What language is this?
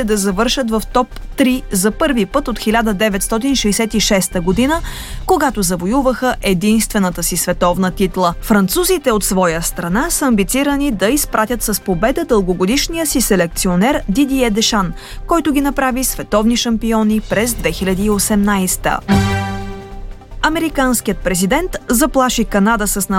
Bulgarian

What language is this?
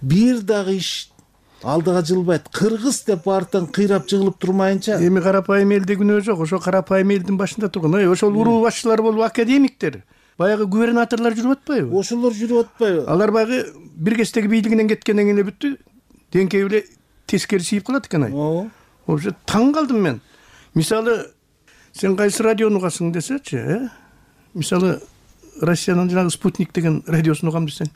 Kyrgyz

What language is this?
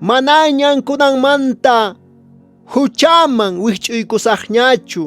Quechua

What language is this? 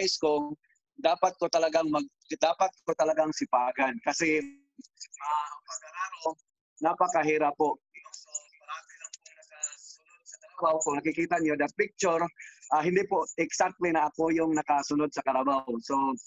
Filipino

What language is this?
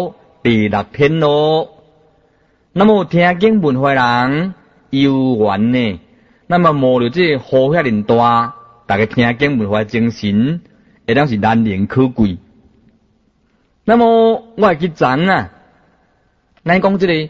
Chinese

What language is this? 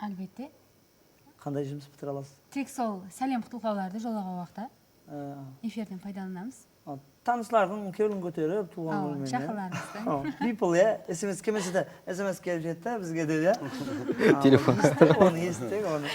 Kara-Kalpak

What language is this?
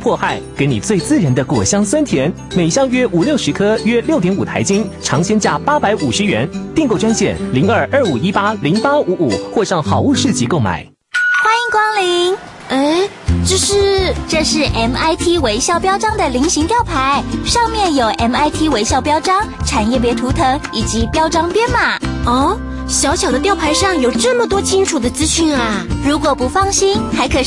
Chinese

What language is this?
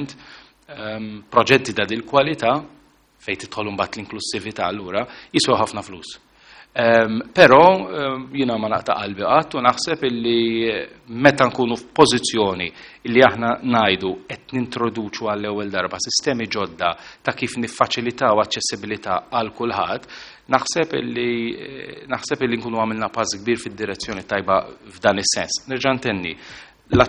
Maltese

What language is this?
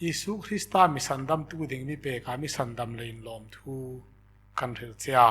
Hmar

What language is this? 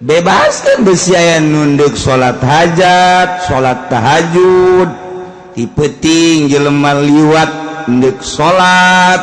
Sundanese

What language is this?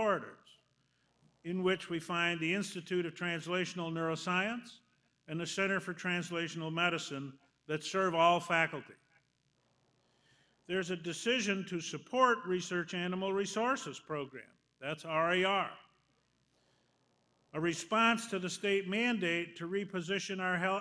English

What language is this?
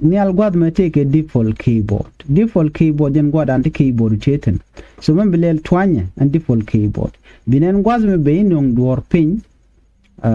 Nuer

